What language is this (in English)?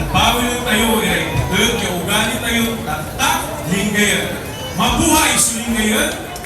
Pangasinan